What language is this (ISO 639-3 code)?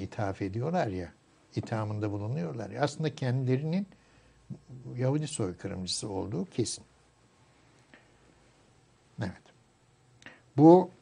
tur